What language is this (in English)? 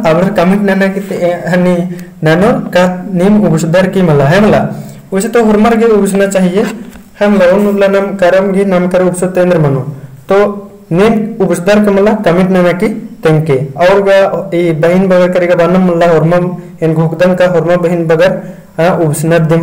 Kurukh